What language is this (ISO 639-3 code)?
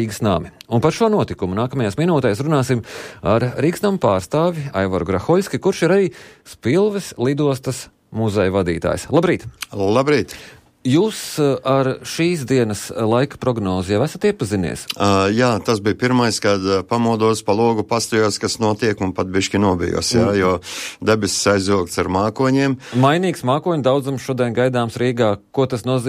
lav